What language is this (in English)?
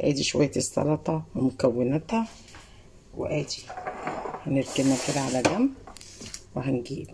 Egyptian Arabic